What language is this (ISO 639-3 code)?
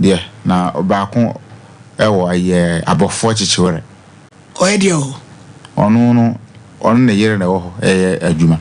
aka